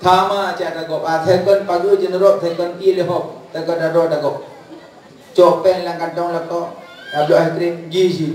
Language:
Achinese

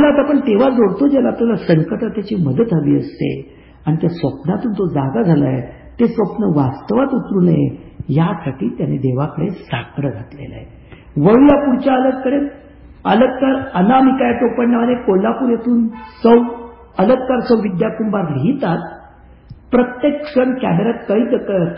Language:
Marathi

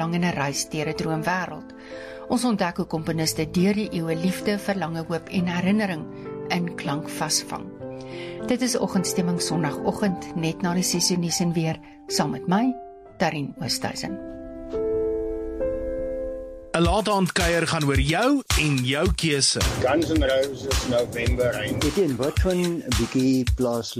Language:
Afrikaans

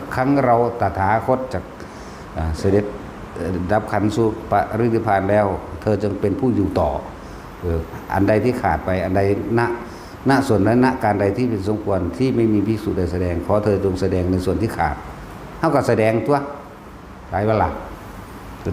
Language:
Northeastern Thai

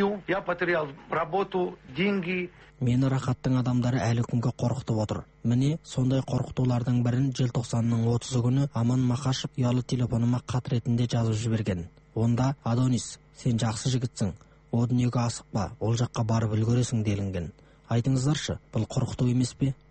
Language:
Kazakh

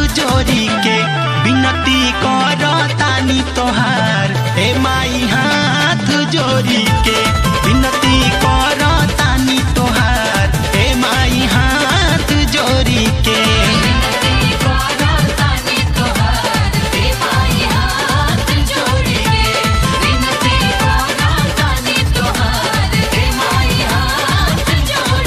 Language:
Bhojpuri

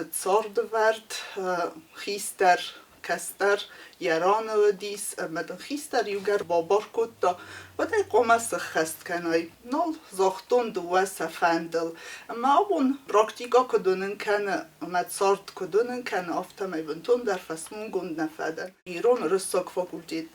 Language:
Ossetic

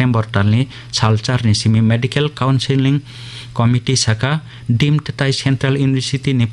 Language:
Kok Borok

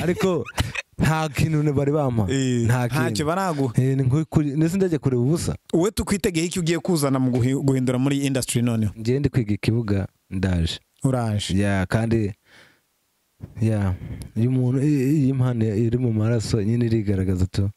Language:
Kinyarwanda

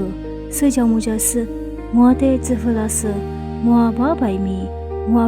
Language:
Lisu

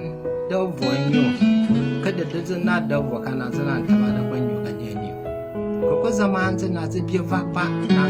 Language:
Tyap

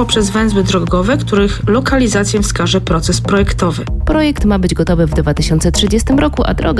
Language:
Polish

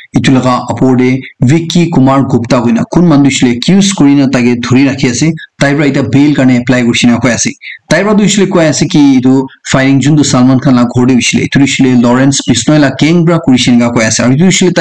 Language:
Naga Pidgin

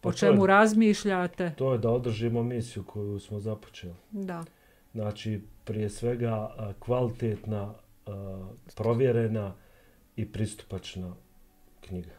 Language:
Bosnian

